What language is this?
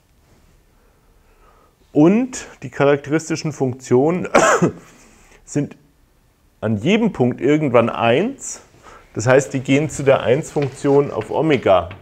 German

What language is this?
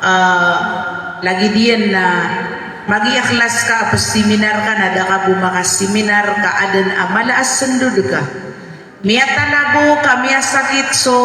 Maranao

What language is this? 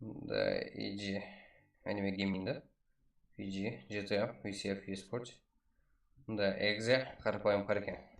Kara-Kalpak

